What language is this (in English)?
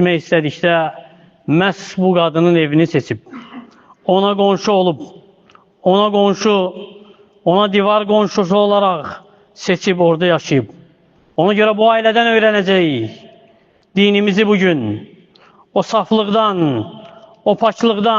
Azerbaijani